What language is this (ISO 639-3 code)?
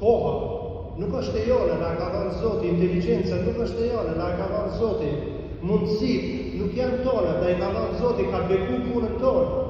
sqi